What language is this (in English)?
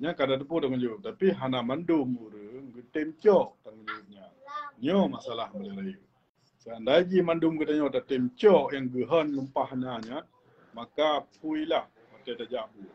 Achinese